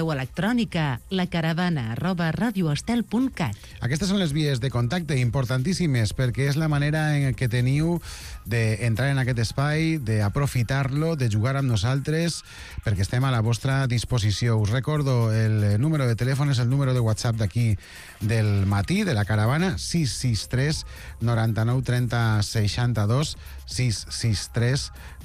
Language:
Catalan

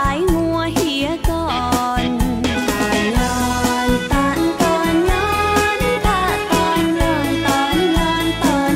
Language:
Thai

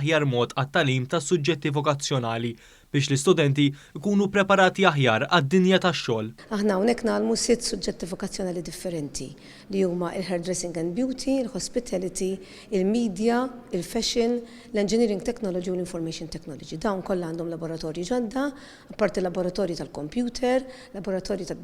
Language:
Maltese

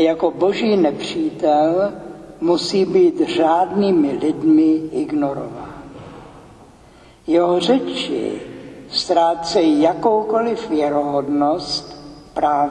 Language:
Czech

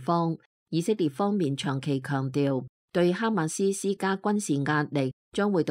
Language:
Cantonese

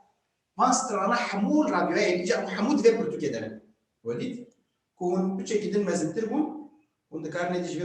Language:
Kurdish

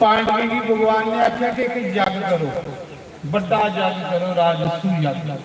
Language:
Dogri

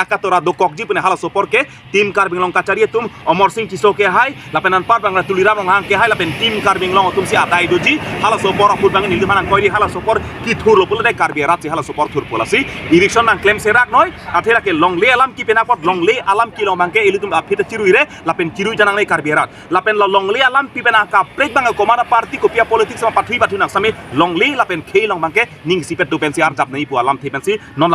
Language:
Karbi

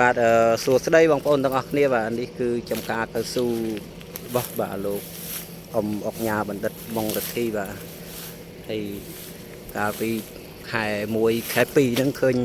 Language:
Khmer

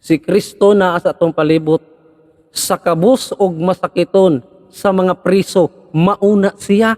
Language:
Cebuano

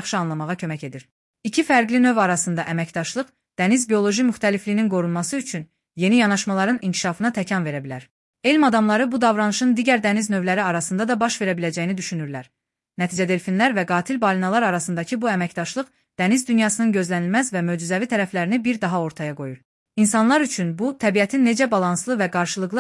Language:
Azerbaijani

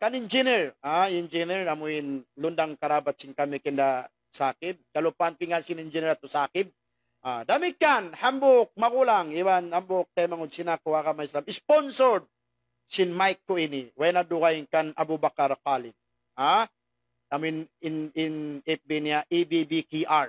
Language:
Tausug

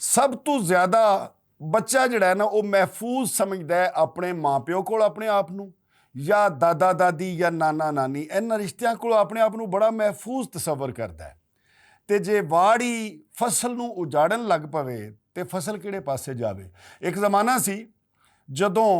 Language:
Western Panjabi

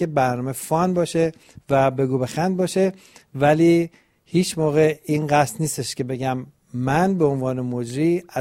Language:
Persian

